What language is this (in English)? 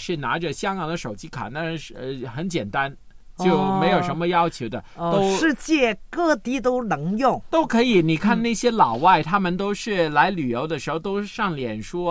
Chinese